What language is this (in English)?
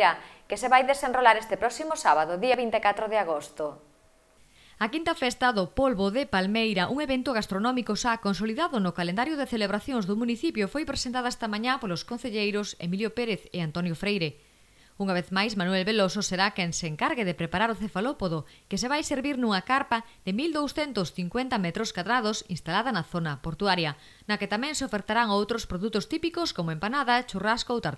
Galician